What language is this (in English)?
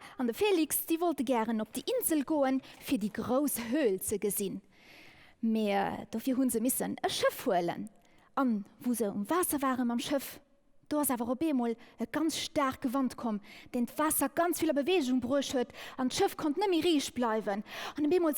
Luxembourgish